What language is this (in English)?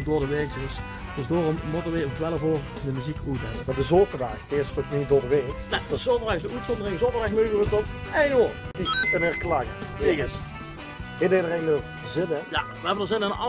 Limburgish